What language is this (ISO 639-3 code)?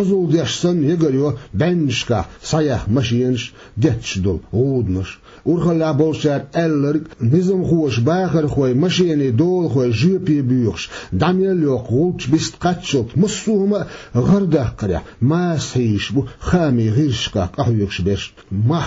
che